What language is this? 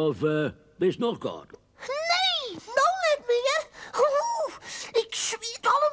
Western Frisian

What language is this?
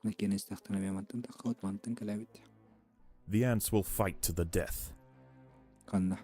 Yakut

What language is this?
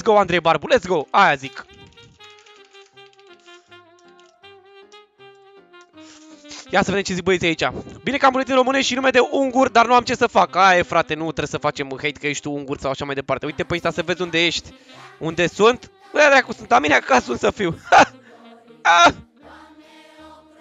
Romanian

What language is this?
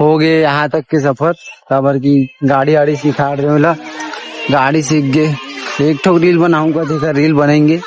Chhattisgarhi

